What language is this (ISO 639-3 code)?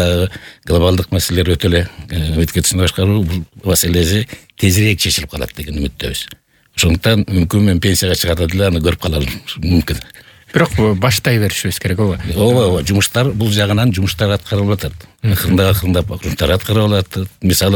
kir